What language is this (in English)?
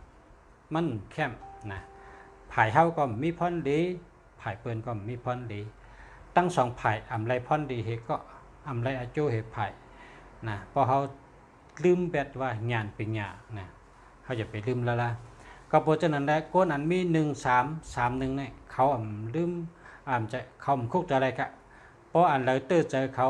Shan